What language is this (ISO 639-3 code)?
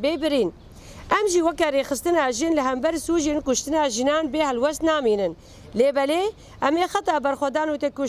kur